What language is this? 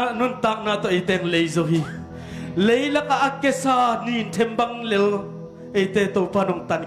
Tedim Chin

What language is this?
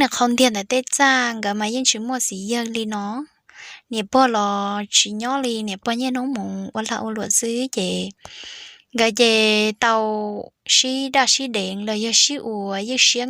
Hmong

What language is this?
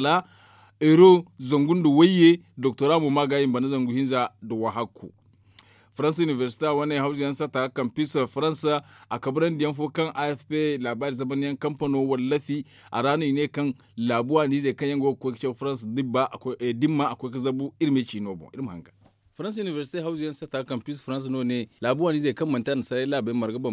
Zarma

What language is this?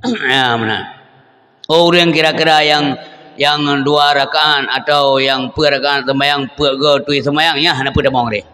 Achinese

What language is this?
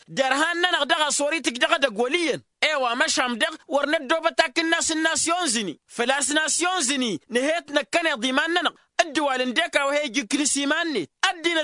Tamasheq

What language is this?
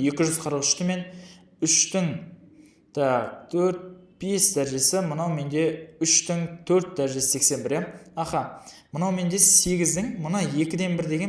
Kazakh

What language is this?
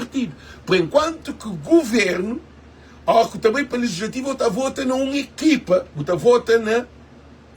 Kabuverdianu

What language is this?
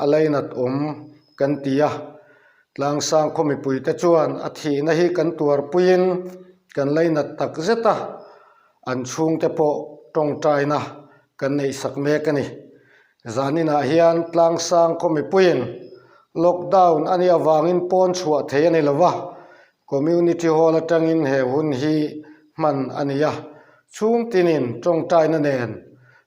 Mizo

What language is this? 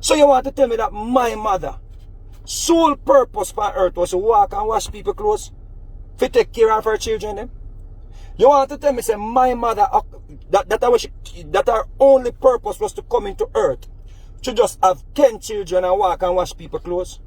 Jamaican Creole English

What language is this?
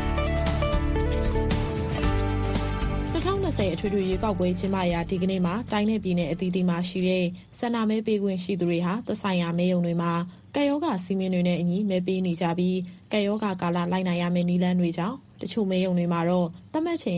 Burmese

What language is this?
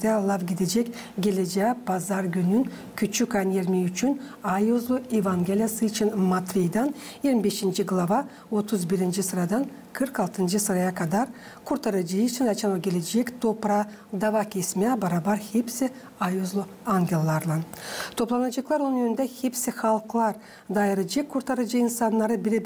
Gagauz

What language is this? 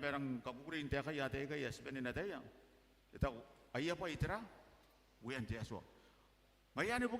Gilbertese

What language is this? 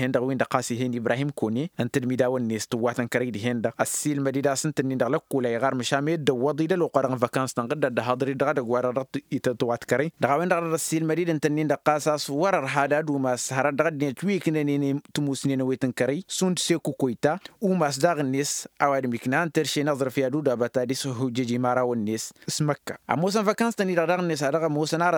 Tamasheq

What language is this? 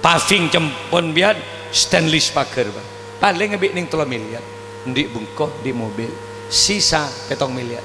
Madurese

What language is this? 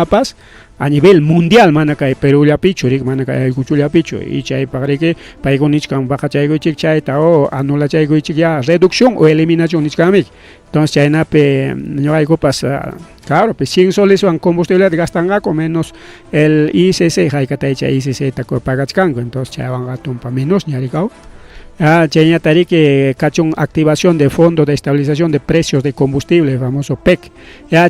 Ayacucho Quechua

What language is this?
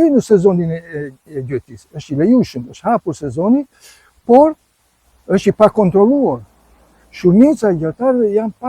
Albanian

